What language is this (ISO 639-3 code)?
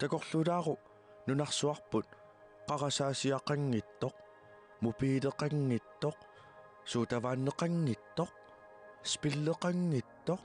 kal